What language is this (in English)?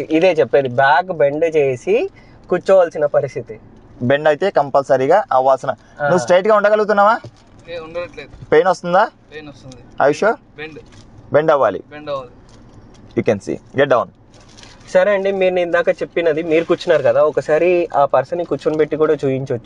Telugu